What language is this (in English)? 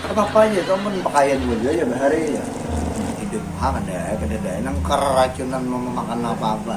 Banjar